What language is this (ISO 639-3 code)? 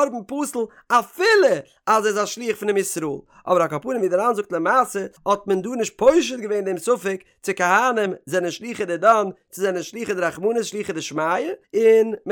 yid